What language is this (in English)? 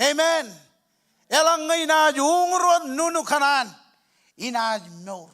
Marshallese